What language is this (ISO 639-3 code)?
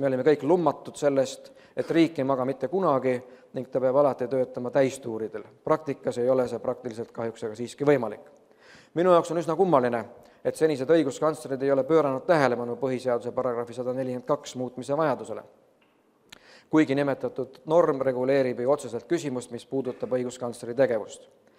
est